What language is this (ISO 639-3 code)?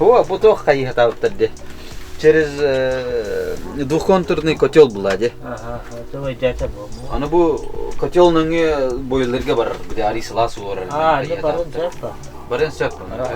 sah